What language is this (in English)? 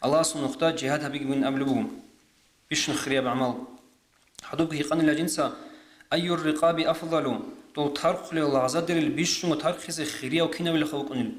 Avaric